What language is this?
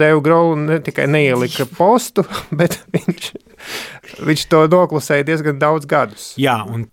Latvian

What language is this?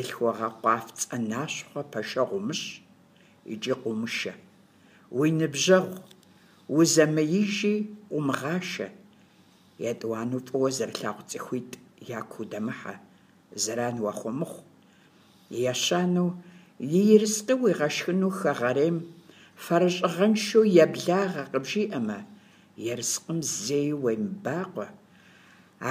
Kabardian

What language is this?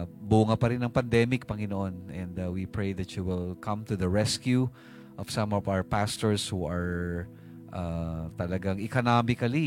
Filipino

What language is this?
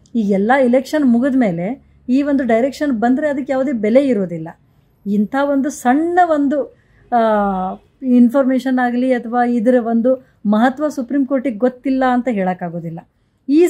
Kannada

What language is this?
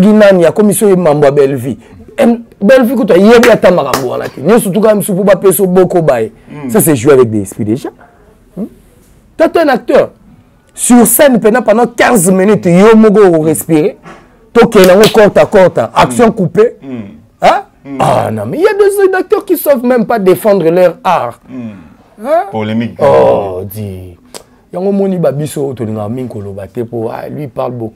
Lingala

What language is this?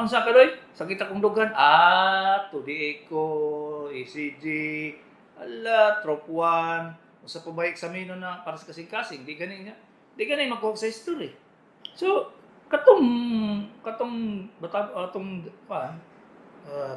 Cebuano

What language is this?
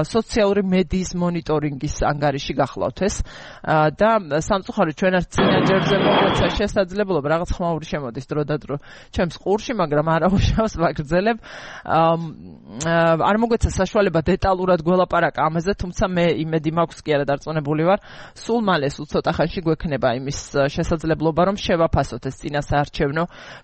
Georgian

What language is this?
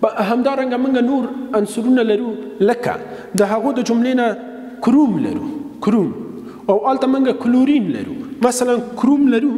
Pashto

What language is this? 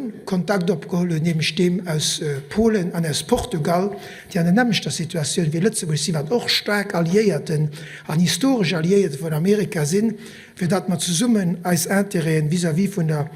Luxembourgish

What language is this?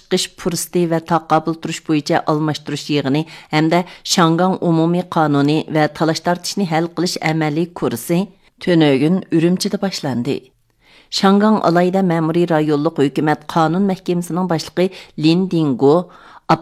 Uyghur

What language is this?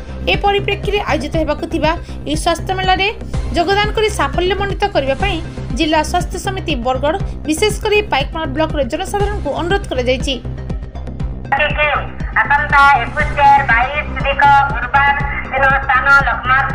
Odia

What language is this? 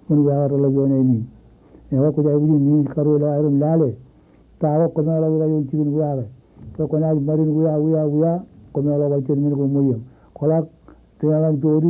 Marshallese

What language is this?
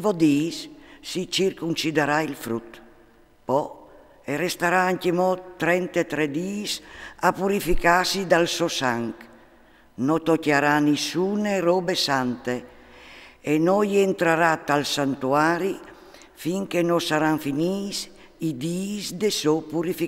Friulian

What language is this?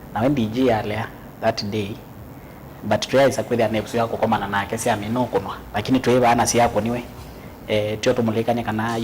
Kamba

